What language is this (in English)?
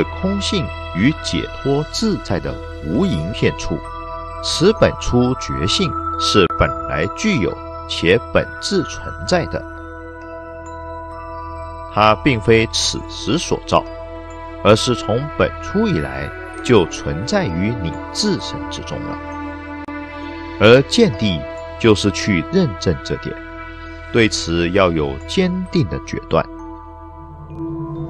Chinese